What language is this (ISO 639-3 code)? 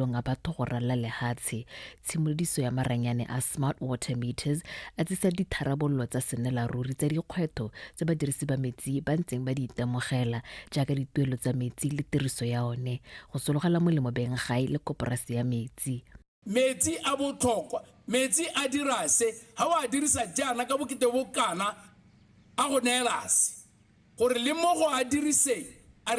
tsn